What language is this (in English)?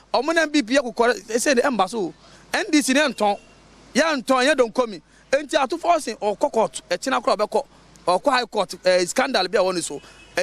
Akan